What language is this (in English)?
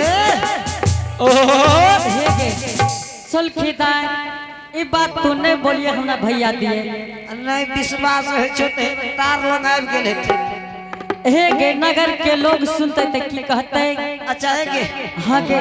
Angika